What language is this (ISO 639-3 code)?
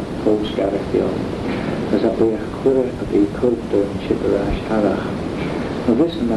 glv